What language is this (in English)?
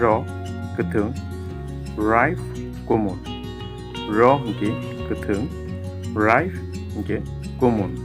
Kok Borok